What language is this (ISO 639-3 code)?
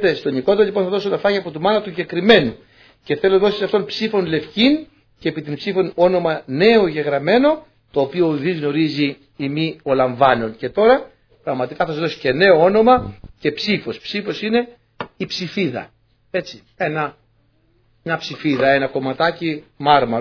ell